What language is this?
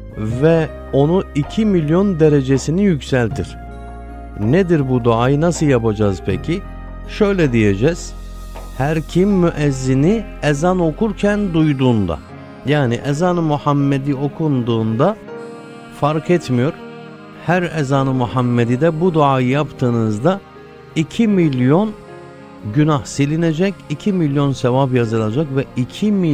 Turkish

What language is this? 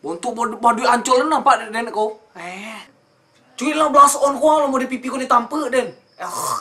Minangkabau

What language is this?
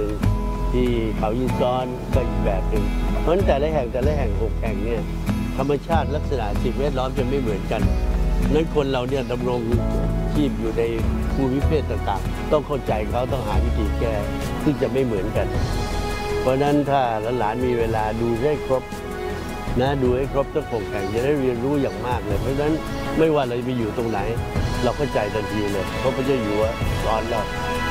Thai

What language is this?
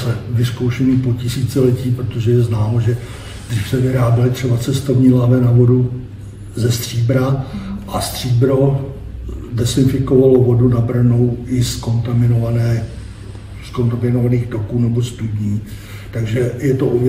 Czech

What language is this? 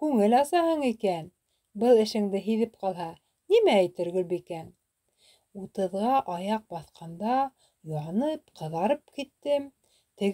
Bashkir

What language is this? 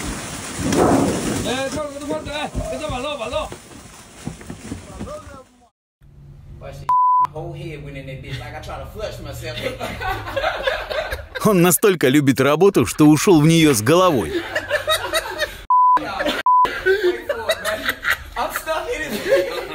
Russian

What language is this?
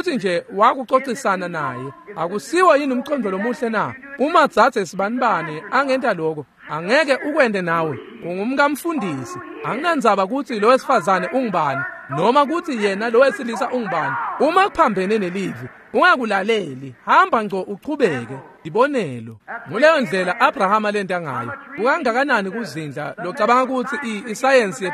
Swati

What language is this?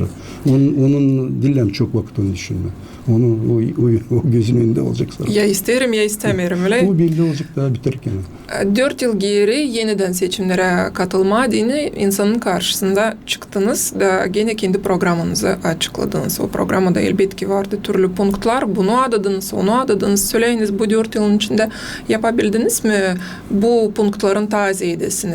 Gagauz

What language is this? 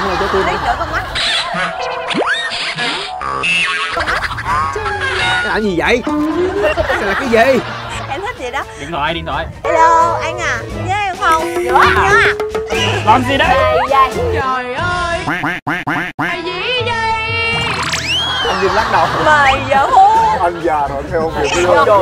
Vietnamese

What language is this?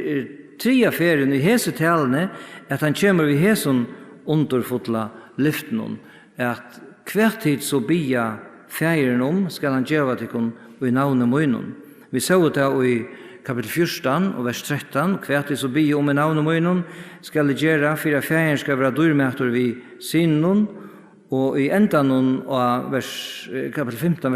Faroese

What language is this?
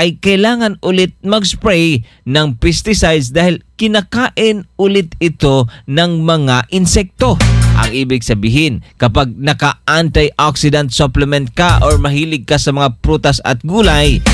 Filipino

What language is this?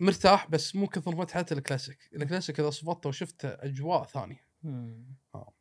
Gulf Arabic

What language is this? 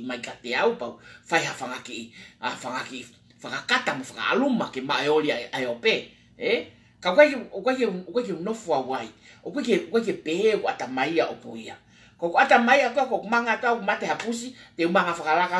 Tongan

